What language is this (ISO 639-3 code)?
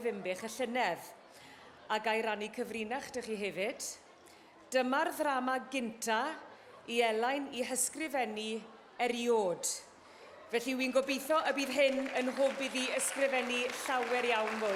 cym